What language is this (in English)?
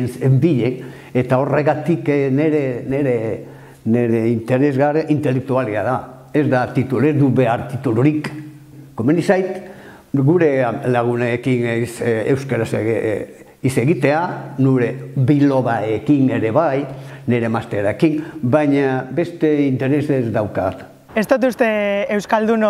Basque